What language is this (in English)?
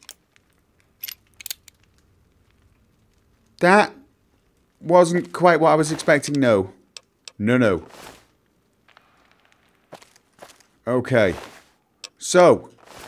English